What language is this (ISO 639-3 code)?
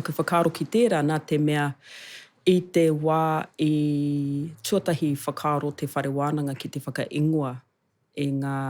mri